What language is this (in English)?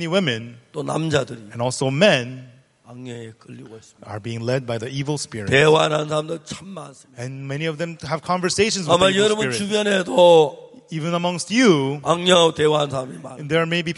Korean